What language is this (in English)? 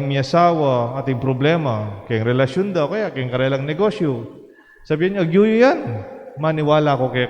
Pampanga